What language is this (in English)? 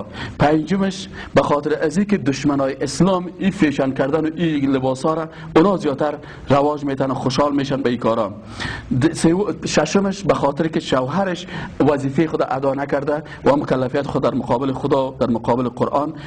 Persian